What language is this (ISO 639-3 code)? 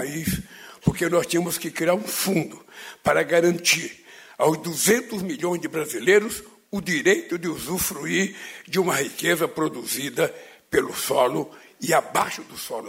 por